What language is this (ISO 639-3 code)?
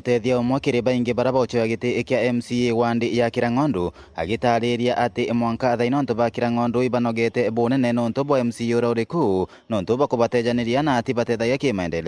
mer